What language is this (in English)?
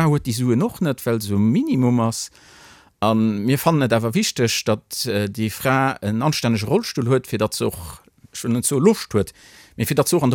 Luxembourgish